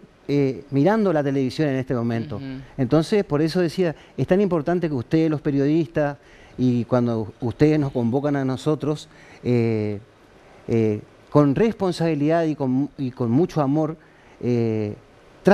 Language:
Spanish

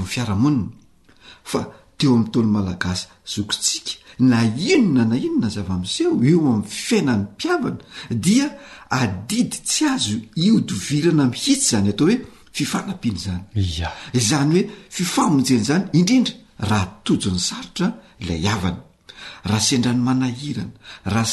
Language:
Malagasy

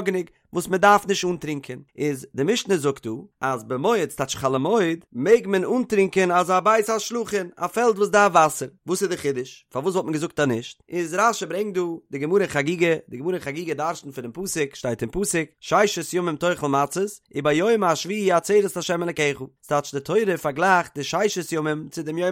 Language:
Yiddish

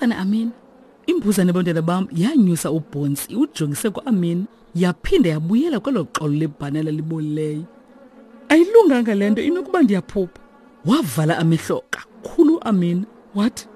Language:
Xhosa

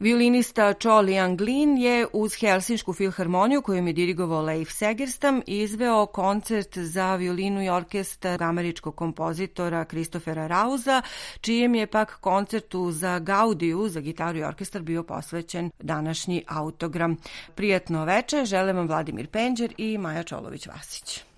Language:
Serbian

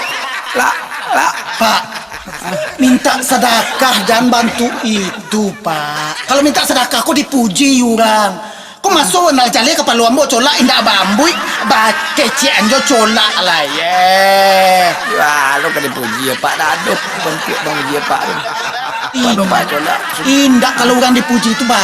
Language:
Minangkabau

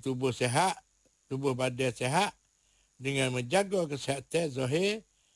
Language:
Malay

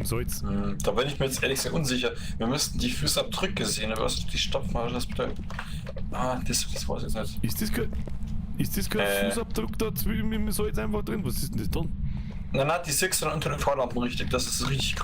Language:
Bavarian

